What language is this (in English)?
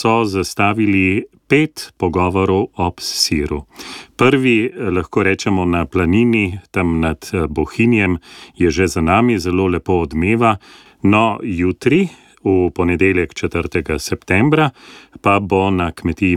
Slovenian